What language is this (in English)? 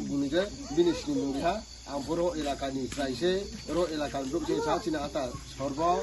Riang (India)